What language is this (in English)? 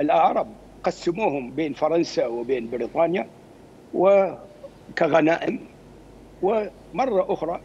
Mesopotamian Arabic